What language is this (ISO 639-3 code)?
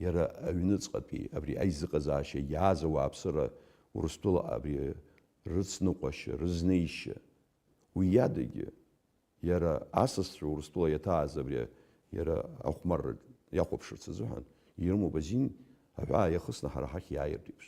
abk